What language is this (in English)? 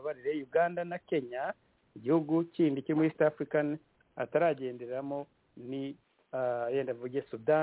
Kinyarwanda